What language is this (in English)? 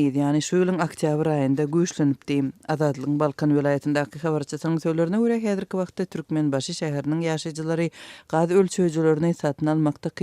Turkmen